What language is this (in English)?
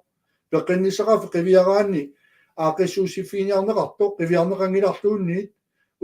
Kalaallisut